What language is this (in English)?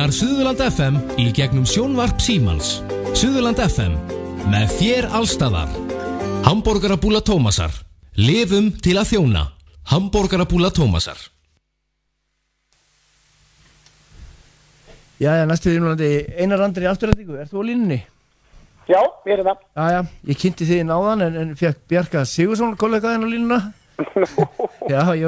Icelandic